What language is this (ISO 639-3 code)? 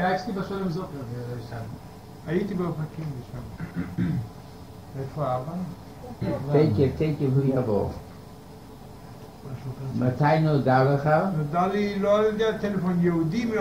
heb